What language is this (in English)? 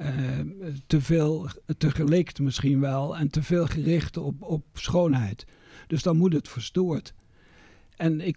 Dutch